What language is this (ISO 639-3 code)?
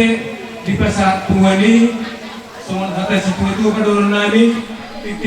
bbc